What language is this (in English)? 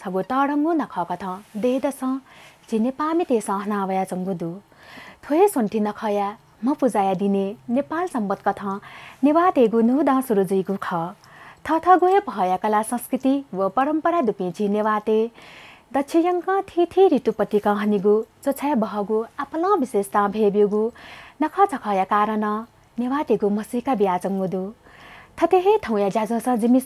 Newari